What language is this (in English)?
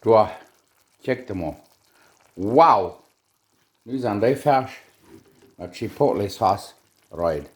Plautdietsch